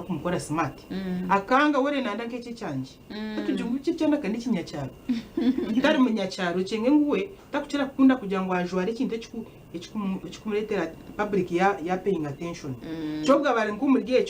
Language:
Nyankole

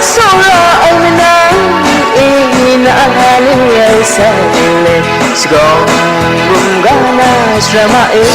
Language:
Kachin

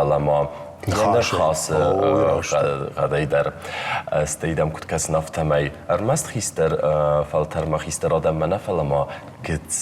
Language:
Ossetic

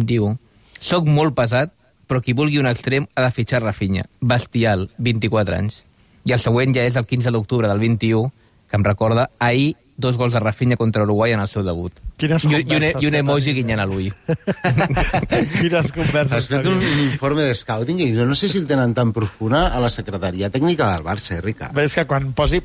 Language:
Catalan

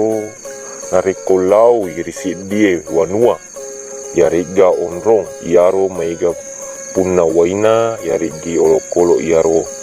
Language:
Buginese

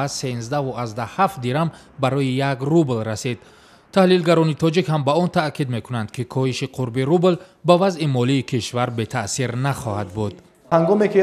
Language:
Tajik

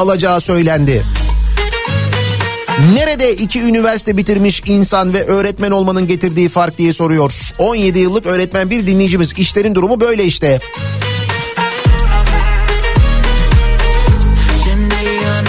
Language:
Turkish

